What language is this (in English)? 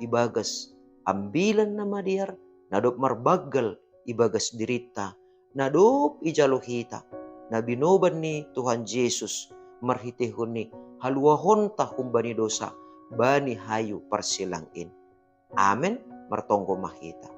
Batak Simalungun